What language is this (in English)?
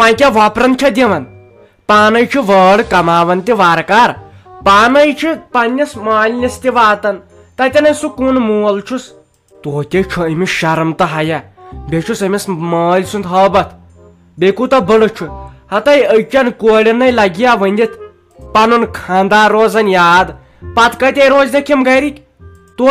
Kashmiri